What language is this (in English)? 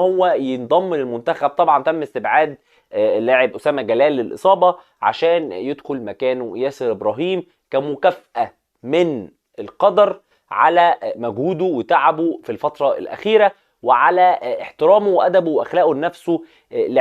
Egyptian Arabic